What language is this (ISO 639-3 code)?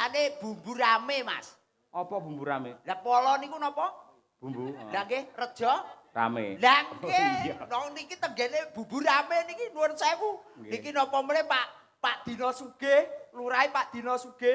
jav